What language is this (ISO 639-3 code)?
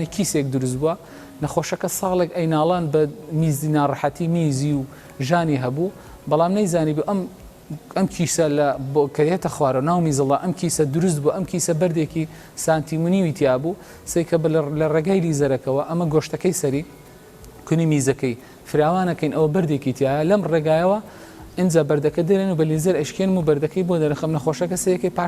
ckb